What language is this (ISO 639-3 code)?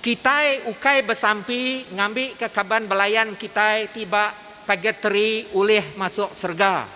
iba